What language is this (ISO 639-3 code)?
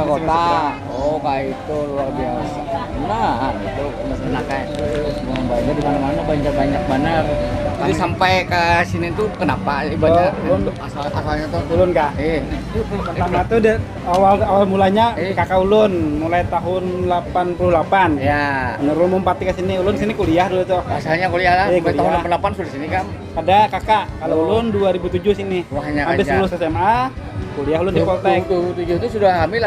bjn